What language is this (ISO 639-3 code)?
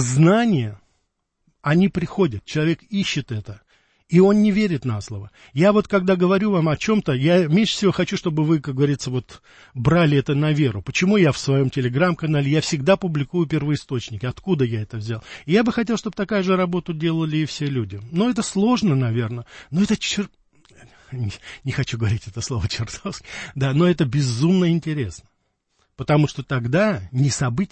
rus